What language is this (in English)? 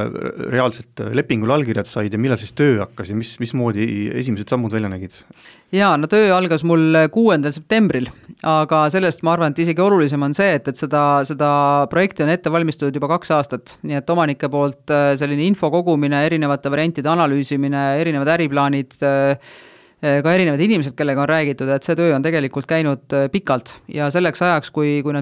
Estonian